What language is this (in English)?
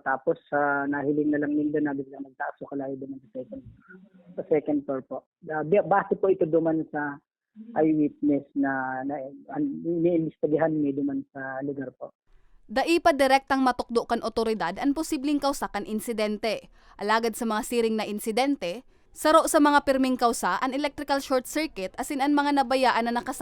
Bikol